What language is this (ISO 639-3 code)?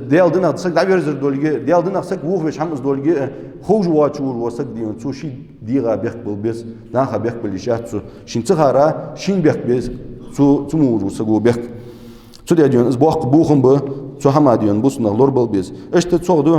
inh